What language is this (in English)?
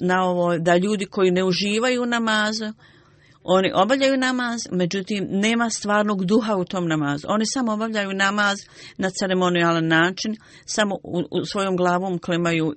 Bosnian